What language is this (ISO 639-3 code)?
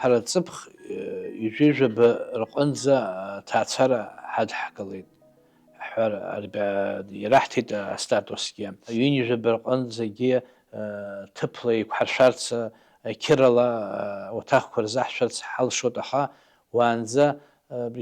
abk